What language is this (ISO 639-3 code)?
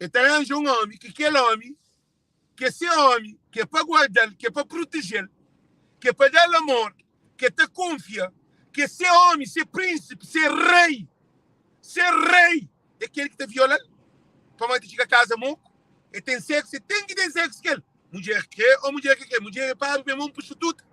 kea